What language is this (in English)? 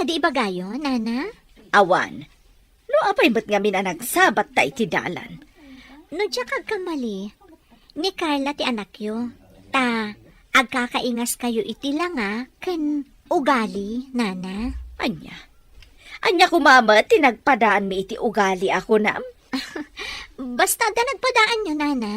Iloko